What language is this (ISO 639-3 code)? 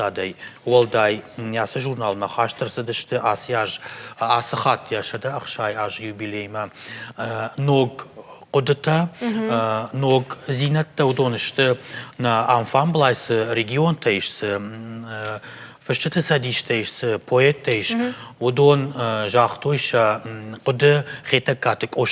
oss